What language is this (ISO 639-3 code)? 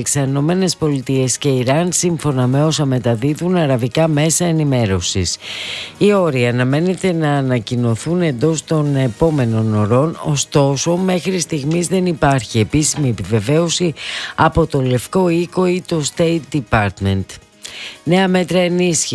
ell